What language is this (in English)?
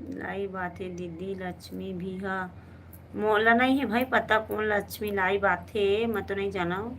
Chhattisgarhi